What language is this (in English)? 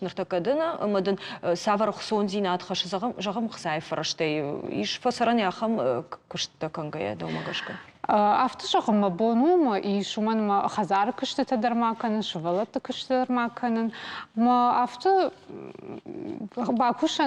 Ossetic